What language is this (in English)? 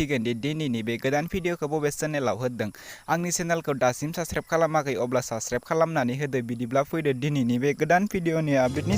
Bodo